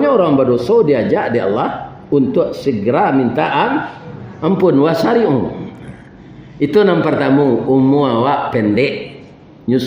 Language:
Minangkabau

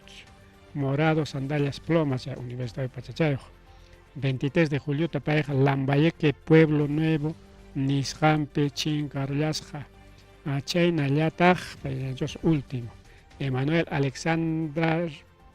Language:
Ayacucho Quechua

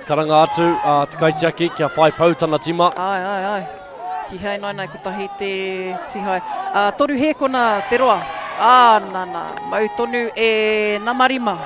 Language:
Māori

